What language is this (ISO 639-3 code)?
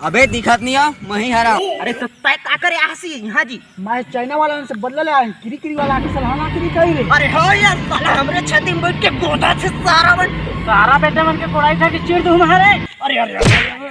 hne